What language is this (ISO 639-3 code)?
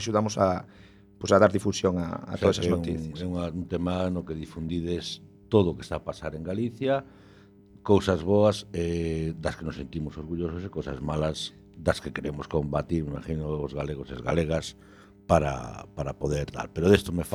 glg